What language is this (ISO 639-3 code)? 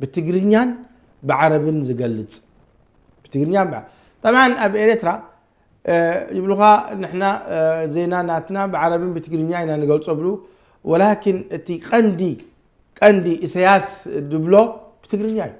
tir